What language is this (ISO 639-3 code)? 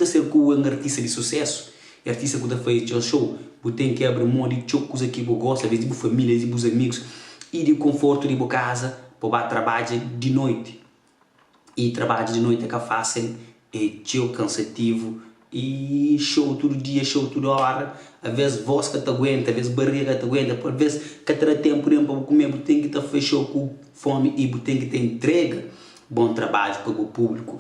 kea